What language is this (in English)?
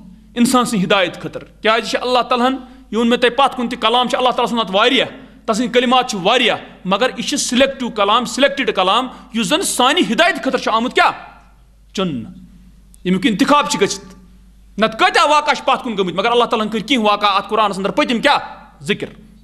Kashmiri